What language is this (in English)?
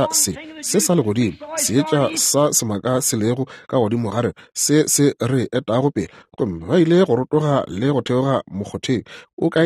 Northern Sotho